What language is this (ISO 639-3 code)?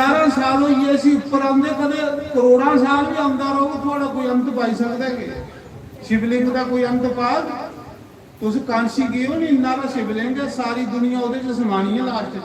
doi